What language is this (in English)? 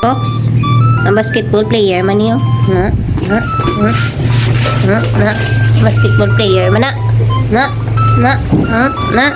Hiligaynon